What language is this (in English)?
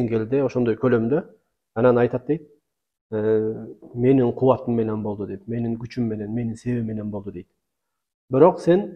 Kyrgyz